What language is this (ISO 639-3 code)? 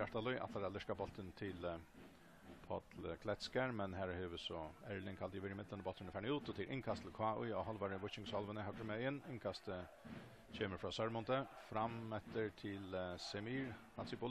fao